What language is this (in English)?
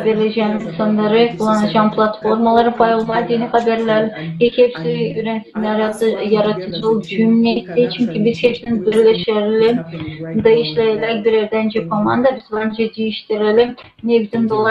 Gagauz